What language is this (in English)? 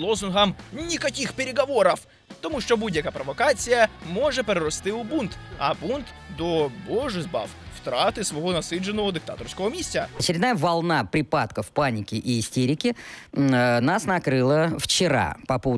Ukrainian